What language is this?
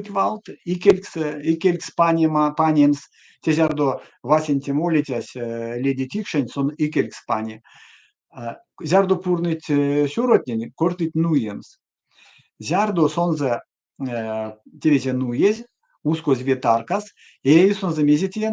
Erzya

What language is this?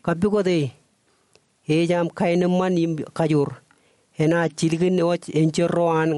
Marshallese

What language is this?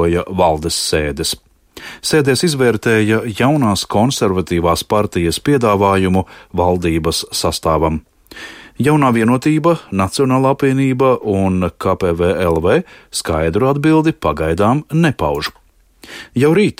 Latvian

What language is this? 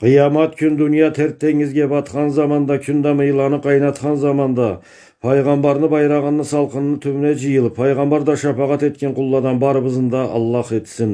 Karachay-Balkar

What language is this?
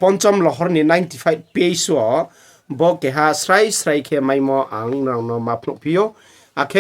Riang (India)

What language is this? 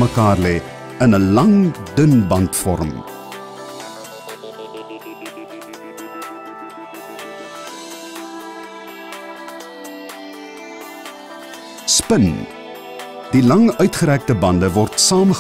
Afrikaans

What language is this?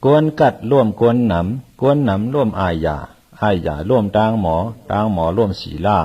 Shan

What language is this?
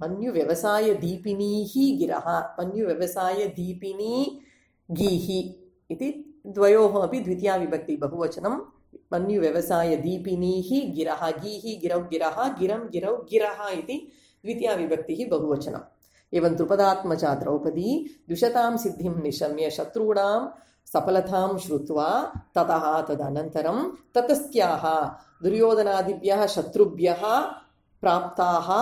Sanskrit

